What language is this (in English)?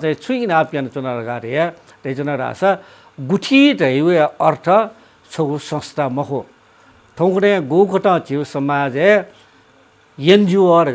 Newari